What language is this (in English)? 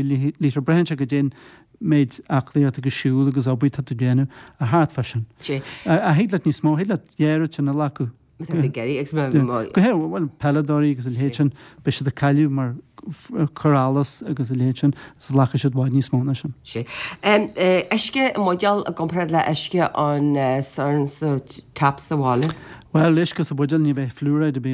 Irish